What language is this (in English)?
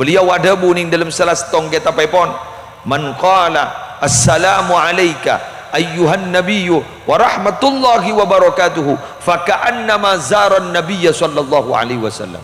Madurese